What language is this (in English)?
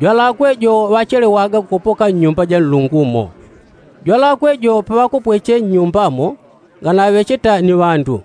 Yao